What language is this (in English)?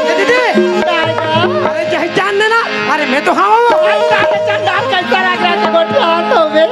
Chhattisgarhi